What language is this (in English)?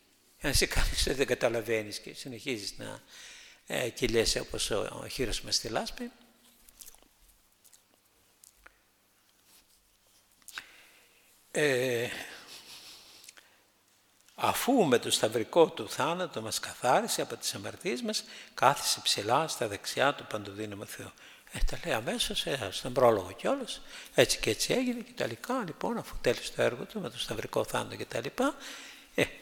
Greek